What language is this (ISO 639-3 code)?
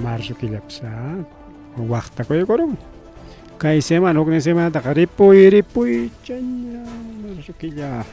quy